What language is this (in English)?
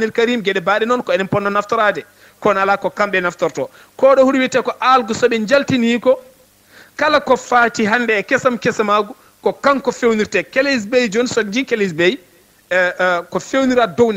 Fula